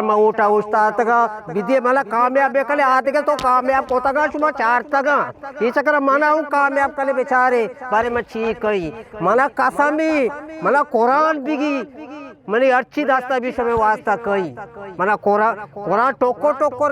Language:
Eastern Balochi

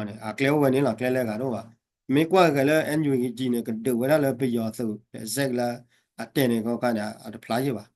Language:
S'gaw Karen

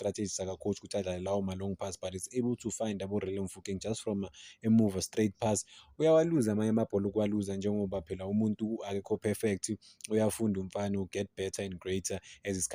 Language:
Zulu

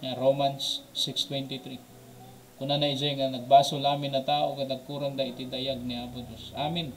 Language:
Iloko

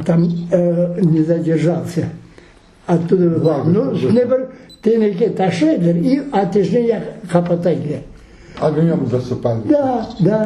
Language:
Crimean Tatar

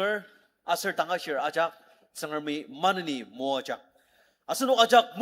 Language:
Ao Naga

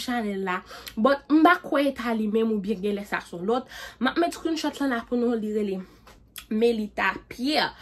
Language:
Haitian Creole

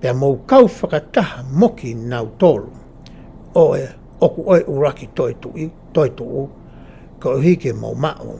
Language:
Tongan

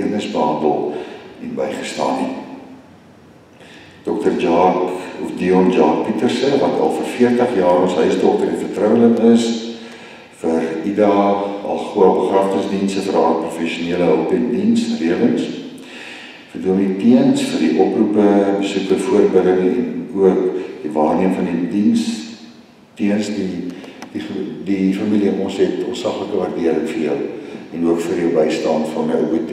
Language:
Afrikaans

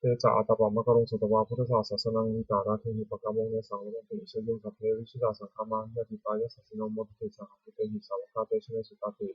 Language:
Pali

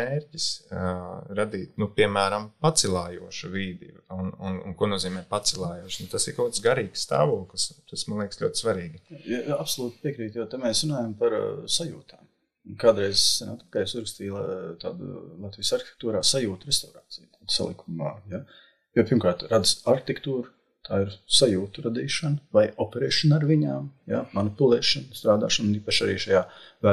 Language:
Latvian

